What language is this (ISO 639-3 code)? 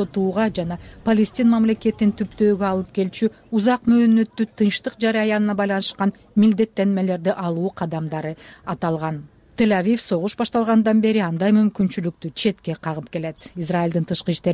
kir